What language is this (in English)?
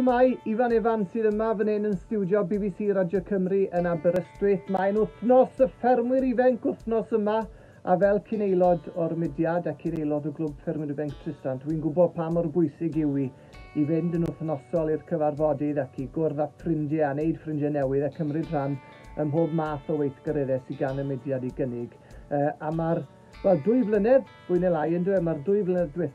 Welsh